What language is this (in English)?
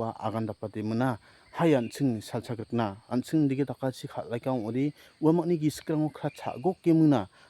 Garo